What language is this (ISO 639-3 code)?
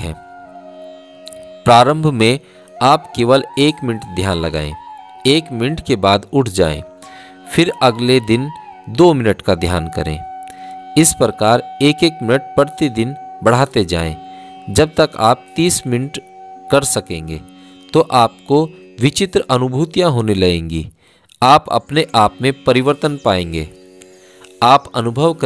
hin